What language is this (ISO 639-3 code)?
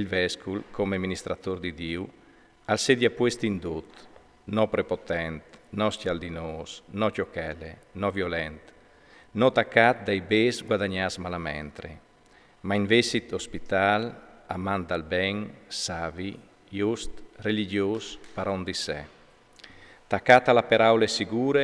fur